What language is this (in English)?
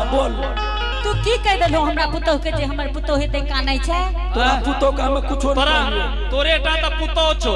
Angika